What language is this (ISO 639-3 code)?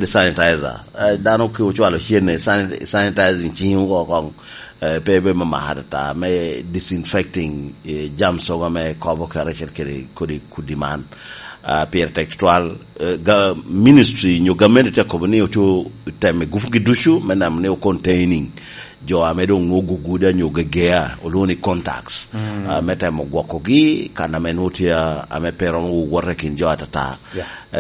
laj